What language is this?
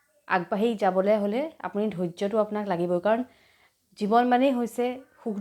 Assamese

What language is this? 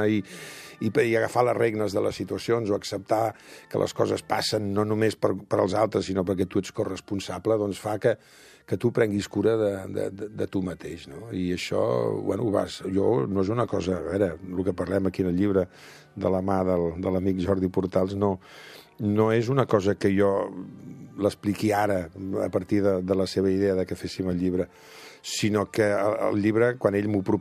Catalan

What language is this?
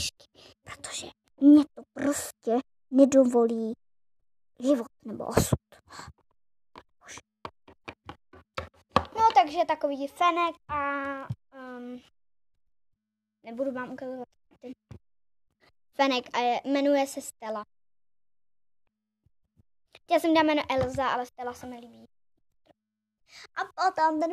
Czech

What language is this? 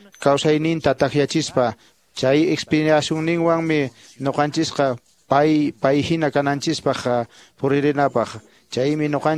Quechua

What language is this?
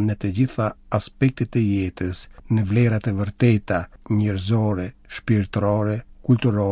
Albanian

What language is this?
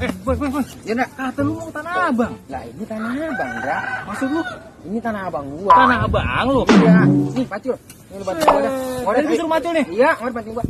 Betawi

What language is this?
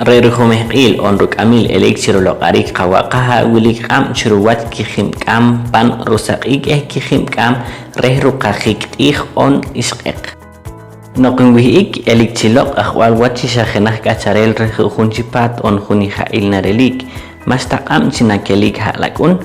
Poqomchi'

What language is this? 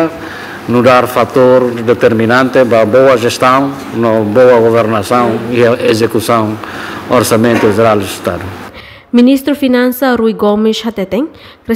Tetum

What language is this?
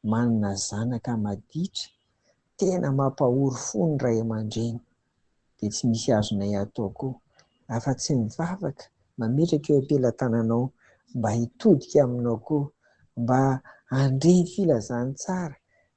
Malagasy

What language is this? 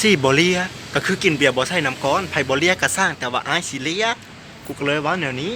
Lao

